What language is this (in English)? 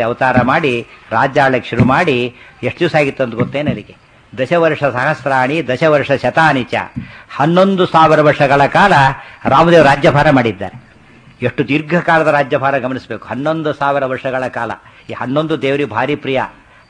Kannada